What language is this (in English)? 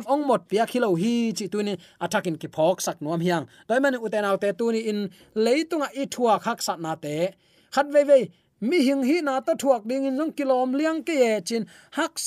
Tedim Chin